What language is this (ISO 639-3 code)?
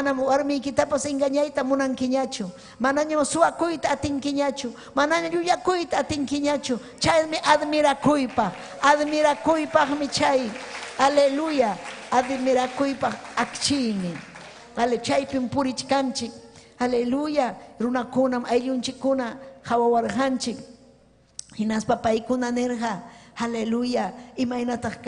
quy